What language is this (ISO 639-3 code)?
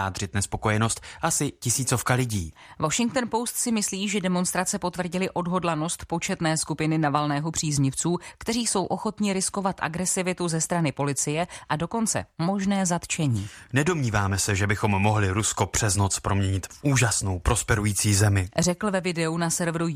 ces